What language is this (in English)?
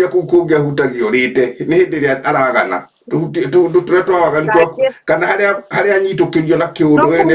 Kikuyu